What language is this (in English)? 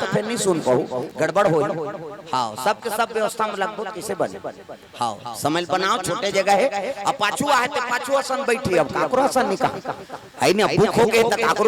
Chhattisgarhi